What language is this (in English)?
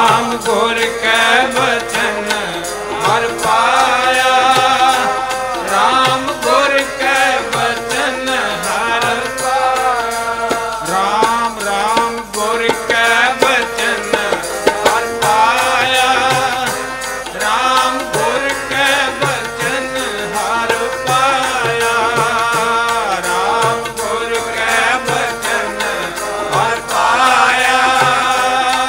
Punjabi